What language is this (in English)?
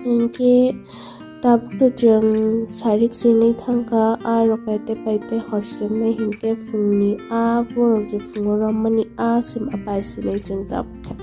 Kok Borok